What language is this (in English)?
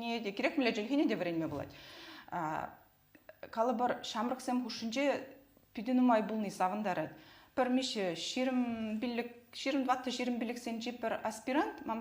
Chuvash